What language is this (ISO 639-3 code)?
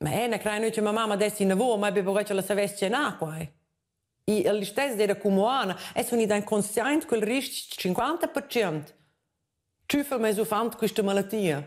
roh